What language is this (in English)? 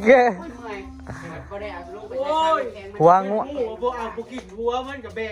Northeastern Thai